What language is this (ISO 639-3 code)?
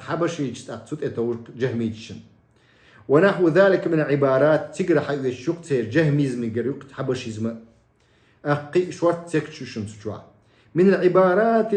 che